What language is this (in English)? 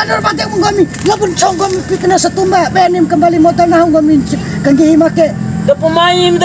Bima